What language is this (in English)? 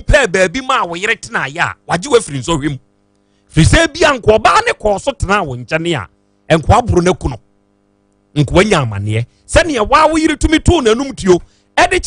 Akan